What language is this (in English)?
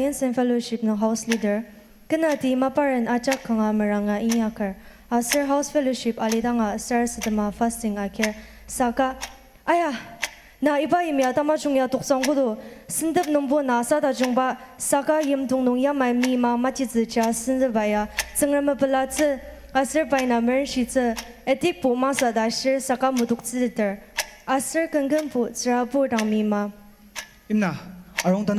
Ao Naga